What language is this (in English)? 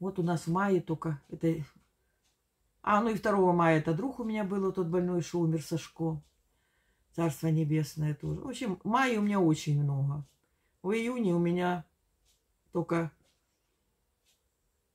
Russian